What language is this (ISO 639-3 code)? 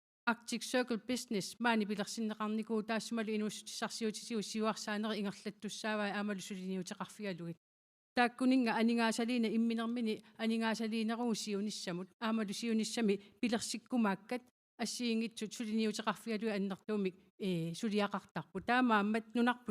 kal